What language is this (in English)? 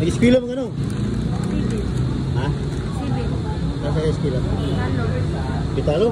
Cebuano